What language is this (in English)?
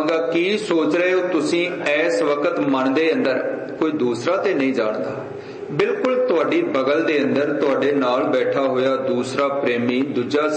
Punjabi